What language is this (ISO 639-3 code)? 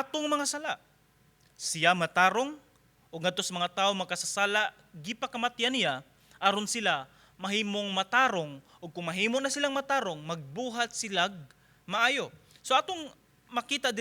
ceb